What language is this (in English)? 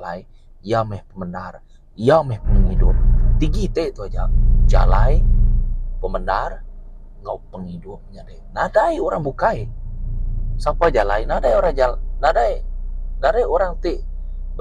Iban